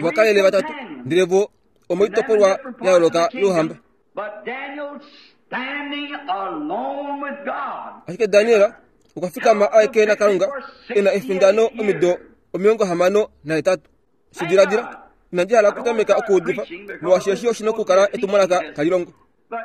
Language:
Kuanyama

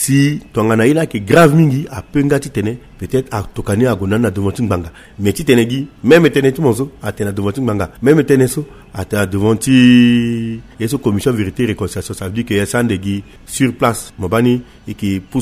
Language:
Sango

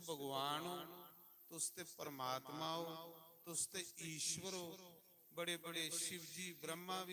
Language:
Dogri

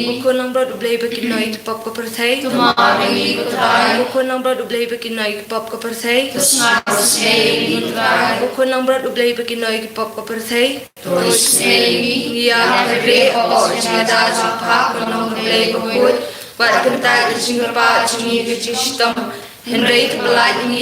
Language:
Khasi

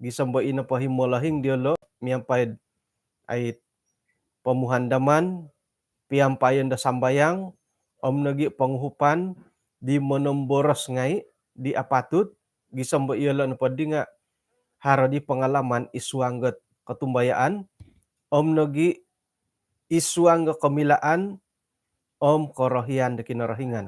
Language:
Central Dusun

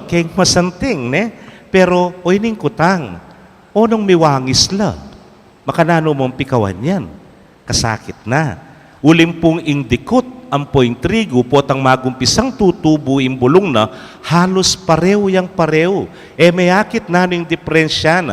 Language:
Pampanga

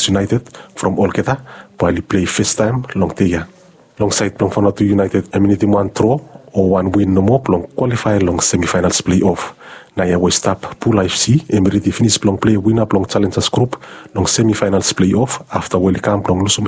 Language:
Bislama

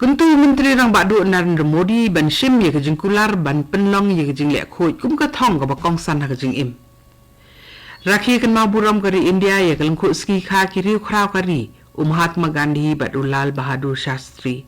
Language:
Khasi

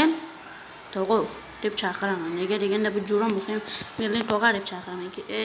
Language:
Uzbek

